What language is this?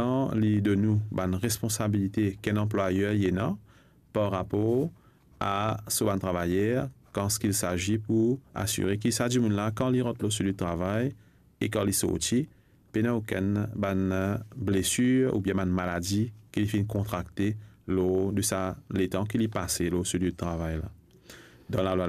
Morisyen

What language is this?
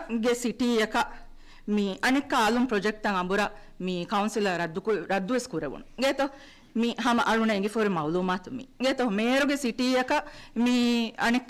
Divehi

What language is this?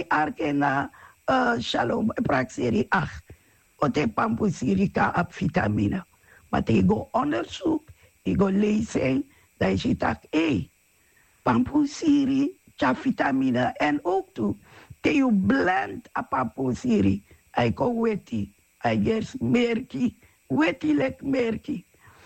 Sranan Tongo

